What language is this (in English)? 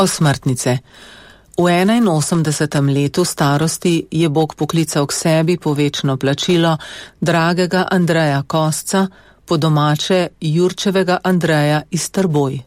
Slovenian